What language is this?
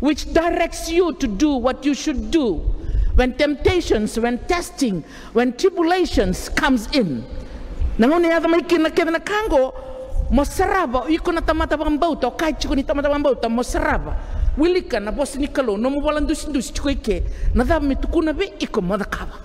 Fijian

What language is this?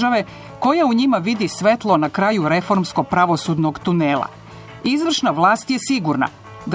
Serbian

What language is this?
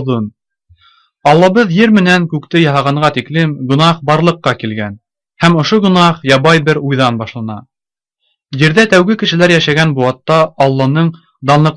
Bashkir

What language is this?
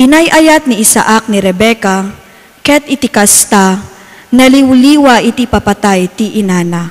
Iloko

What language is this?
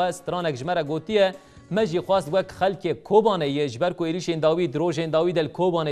Kurdish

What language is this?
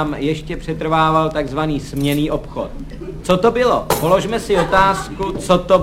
Czech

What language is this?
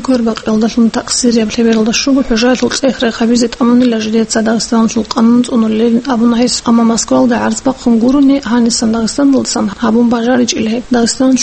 Avaric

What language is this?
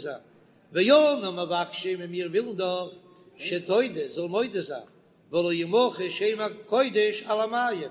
Yiddish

